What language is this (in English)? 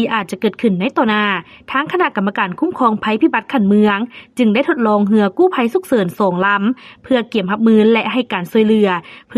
Lao